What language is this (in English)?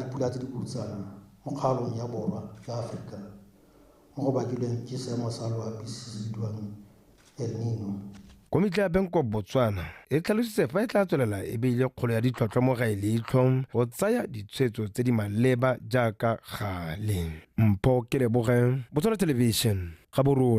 Tswana